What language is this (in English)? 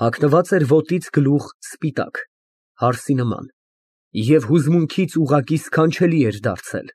Armenian